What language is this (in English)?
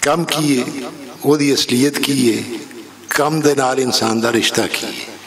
Western Panjabi